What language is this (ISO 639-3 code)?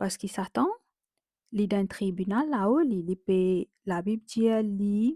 mfe